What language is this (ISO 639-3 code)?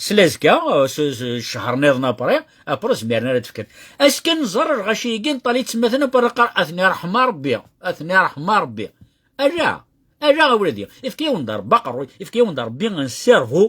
kab